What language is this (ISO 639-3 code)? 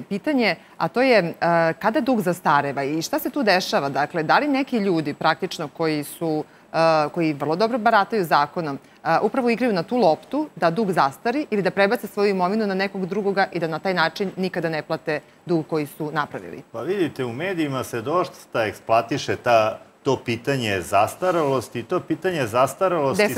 srp